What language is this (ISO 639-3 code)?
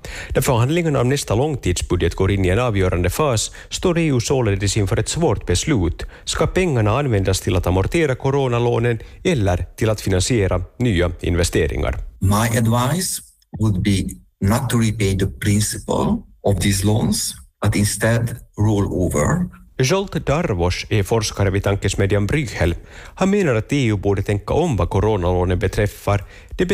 swe